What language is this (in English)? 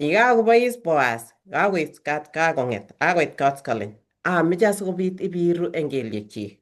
Kalenjin